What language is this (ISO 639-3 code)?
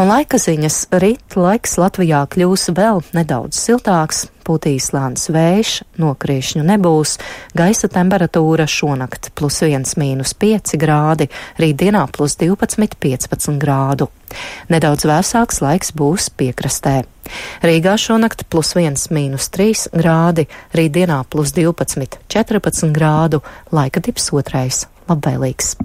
lav